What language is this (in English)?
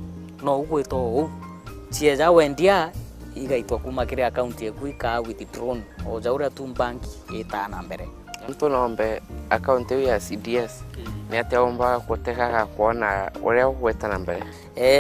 Meru